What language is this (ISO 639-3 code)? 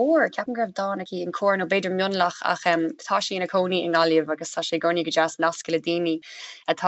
gle